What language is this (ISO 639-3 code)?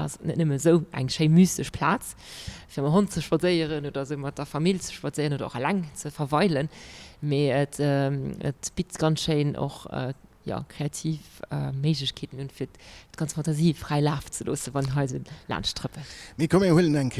ltz